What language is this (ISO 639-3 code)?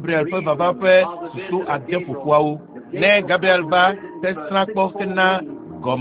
ewe